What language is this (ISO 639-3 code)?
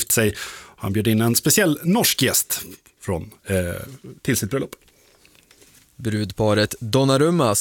swe